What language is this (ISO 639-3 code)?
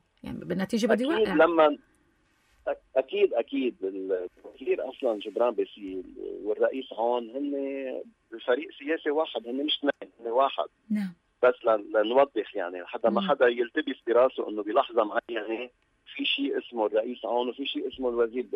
apc